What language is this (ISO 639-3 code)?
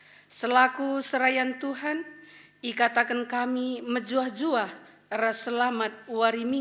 btx